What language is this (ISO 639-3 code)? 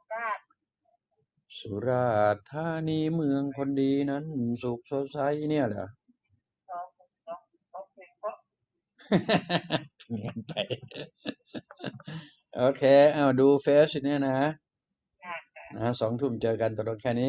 tha